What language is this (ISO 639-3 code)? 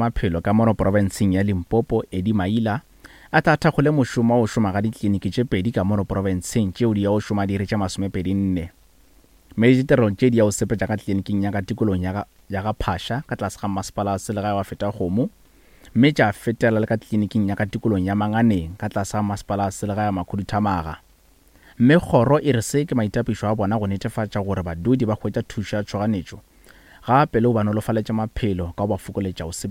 nso